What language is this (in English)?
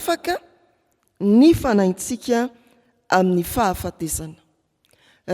Malagasy